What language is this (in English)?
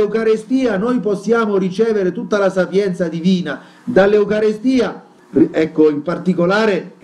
Italian